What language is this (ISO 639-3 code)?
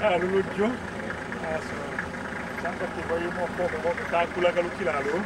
tll